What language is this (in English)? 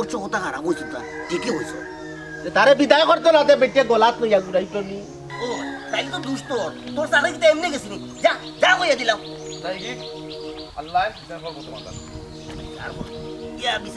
Sylheti